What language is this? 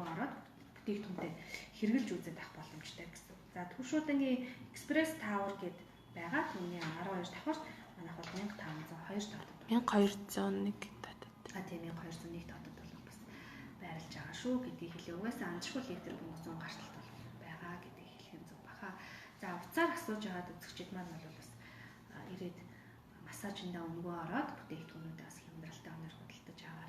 Mongolian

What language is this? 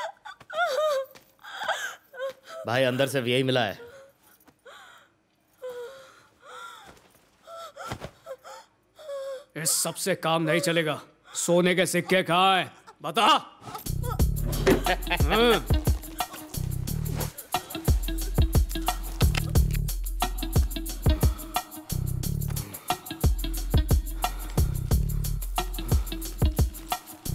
Hindi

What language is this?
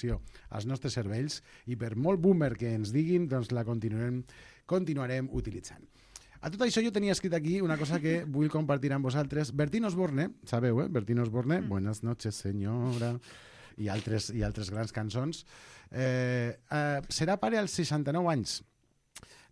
Catalan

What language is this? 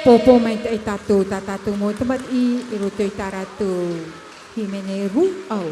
Tahitian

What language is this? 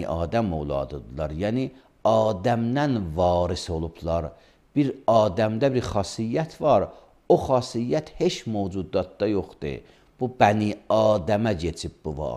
Azerbaijani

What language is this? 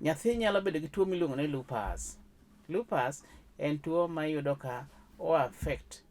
Luo (Kenya and Tanzania)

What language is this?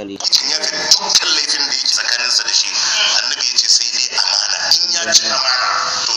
Hausa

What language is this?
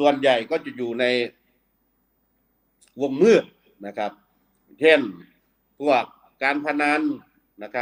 Thai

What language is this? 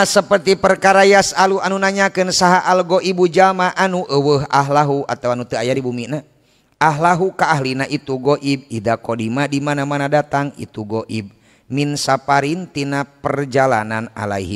Sundanese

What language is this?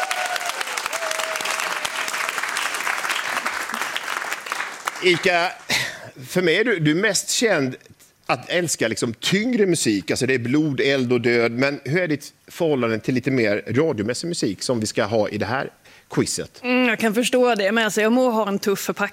Swedish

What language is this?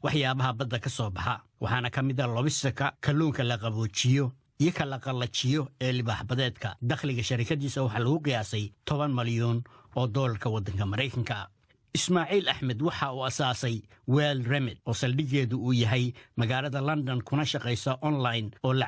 Somali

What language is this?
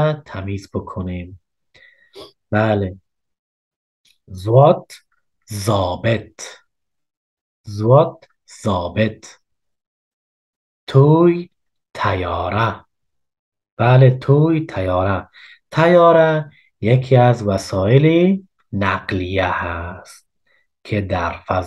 Persian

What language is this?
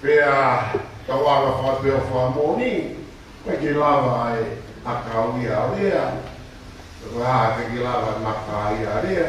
Tongan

